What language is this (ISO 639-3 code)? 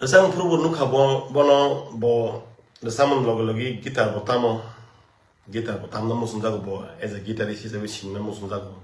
trp